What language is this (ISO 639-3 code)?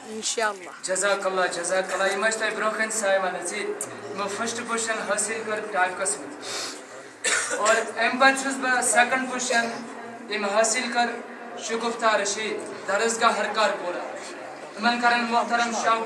kas